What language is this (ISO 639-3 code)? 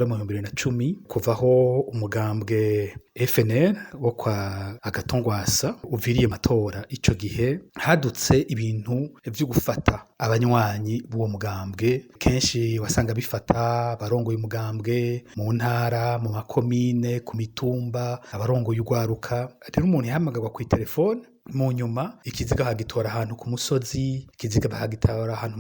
run